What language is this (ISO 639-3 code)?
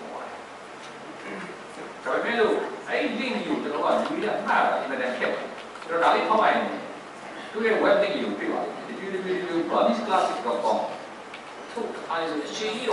mya